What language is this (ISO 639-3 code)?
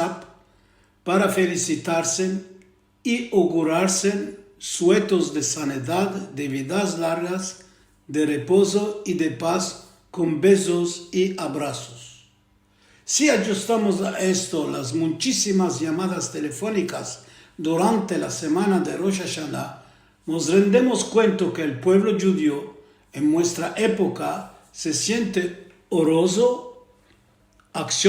lad